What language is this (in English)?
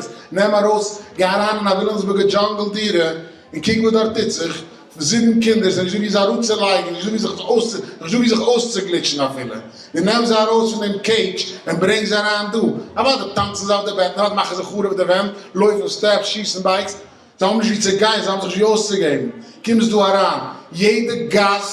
Yiddish